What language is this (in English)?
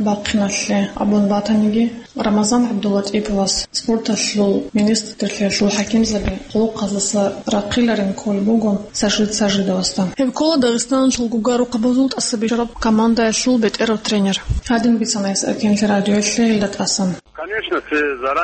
Avaric